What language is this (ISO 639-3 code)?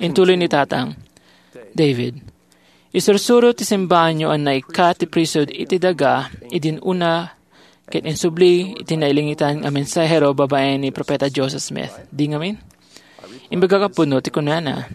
ilo